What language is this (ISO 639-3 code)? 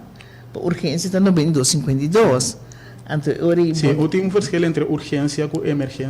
pap